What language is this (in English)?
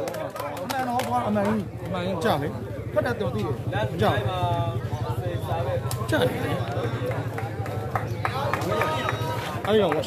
Burmese